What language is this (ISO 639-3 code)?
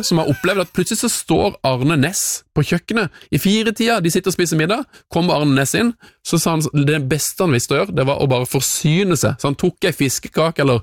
nor